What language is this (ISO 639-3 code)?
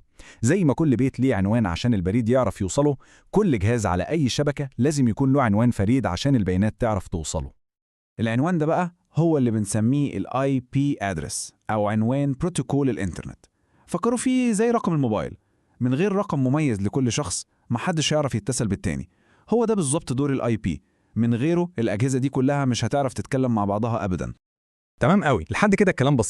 arz